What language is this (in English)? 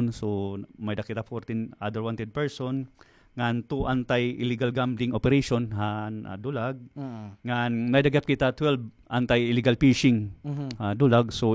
Waray